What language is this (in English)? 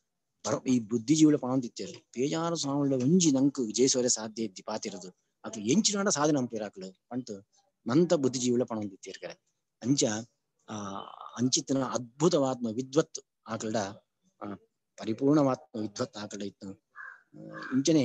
Tulu